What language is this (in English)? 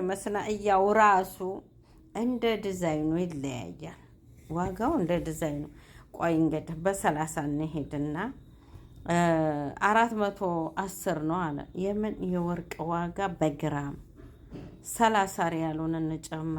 Amharic